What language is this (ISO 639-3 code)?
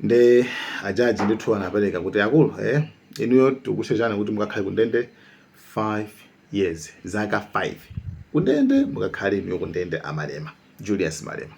nya